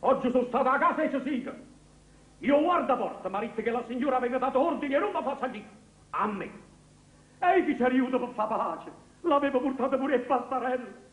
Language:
Neapolitan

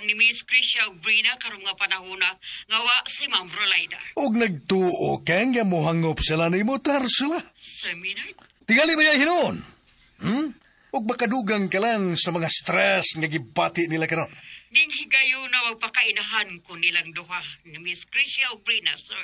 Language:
Cebuano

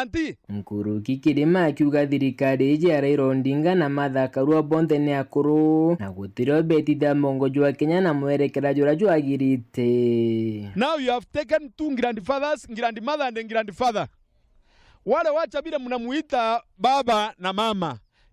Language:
Meru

